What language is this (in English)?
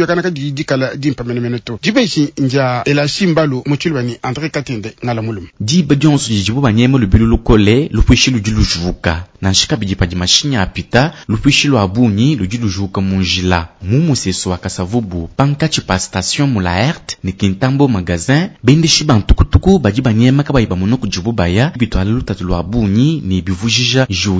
Luba-Lulua